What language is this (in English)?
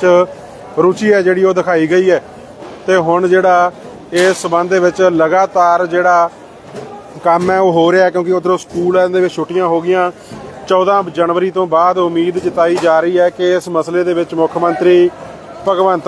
Punjabi